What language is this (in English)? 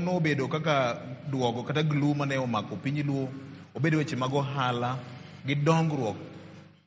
Luo (Kenya and Tanzania)